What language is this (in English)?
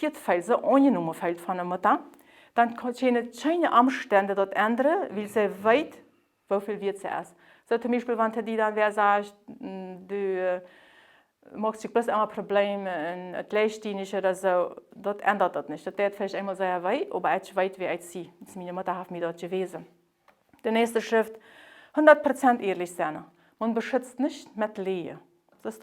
Plautdietsch